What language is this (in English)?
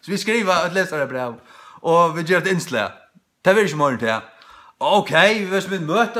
Faroese